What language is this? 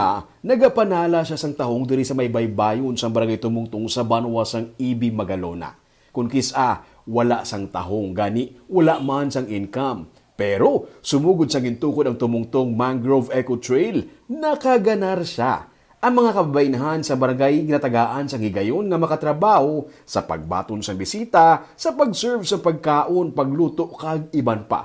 Hiligaynon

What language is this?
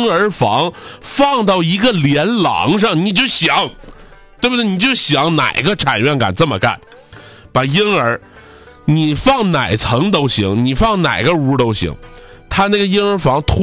Chinese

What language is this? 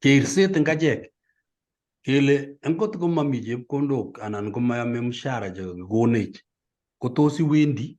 Kalenjin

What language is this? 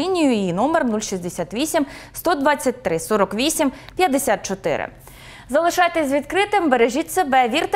Ukrainian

